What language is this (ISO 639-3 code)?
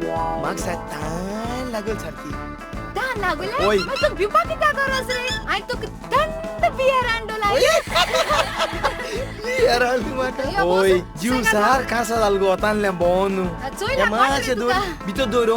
kok